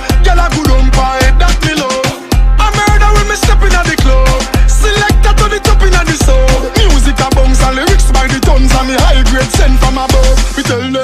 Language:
Jamaican Creole English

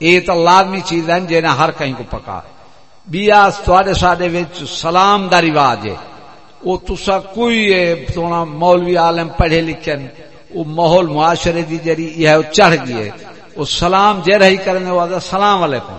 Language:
Saraiki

